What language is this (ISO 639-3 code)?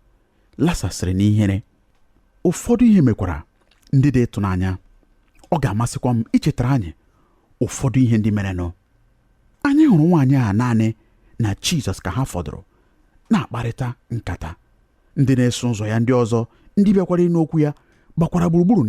ibo